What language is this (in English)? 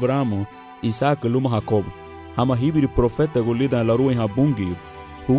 Garifuna